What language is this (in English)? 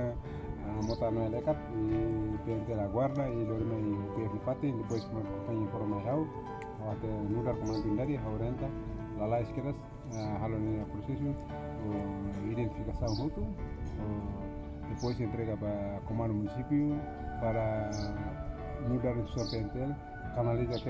Tetum